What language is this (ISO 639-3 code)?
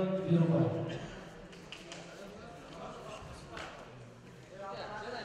kaz